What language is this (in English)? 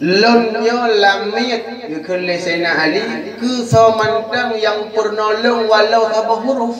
Achinese